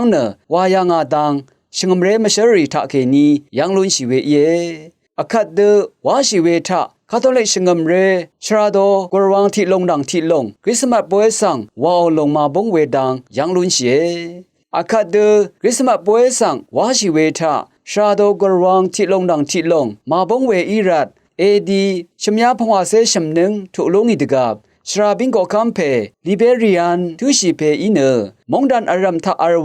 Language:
Rawang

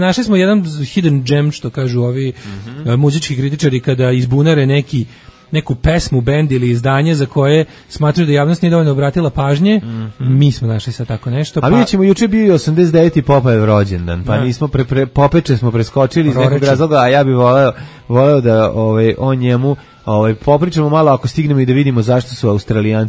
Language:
Serbian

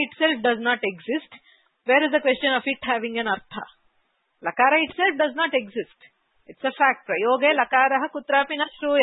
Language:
Sanskrit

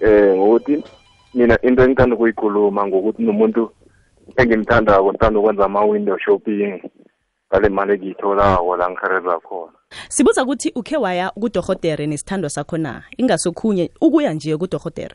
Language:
South Ndebele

